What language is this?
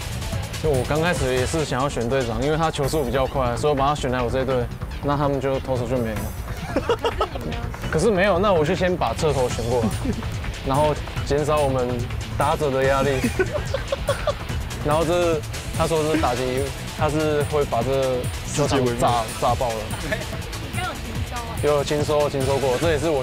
Chinese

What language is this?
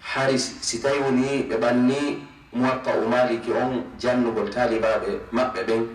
Fula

